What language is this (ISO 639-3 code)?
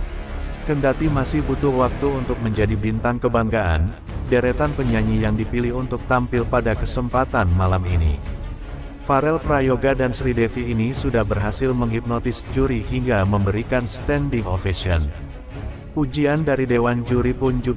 ind